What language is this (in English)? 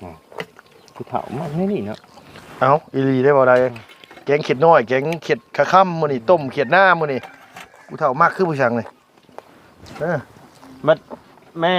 Lao